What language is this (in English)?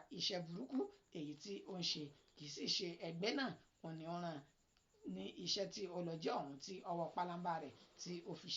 Yoruba